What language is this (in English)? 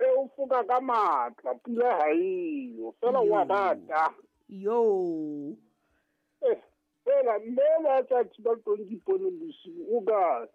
Southern Sotho